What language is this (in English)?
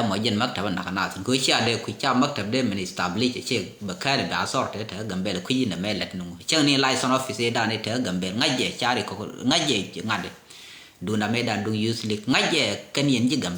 Nuer